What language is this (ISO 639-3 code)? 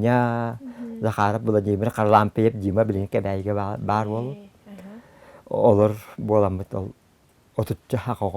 sah